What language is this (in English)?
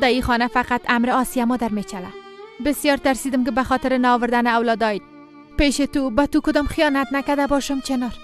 Persian